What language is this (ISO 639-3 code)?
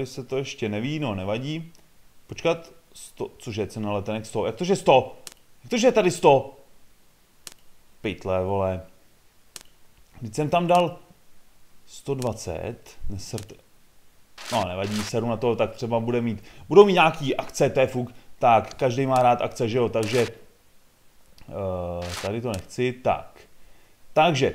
ces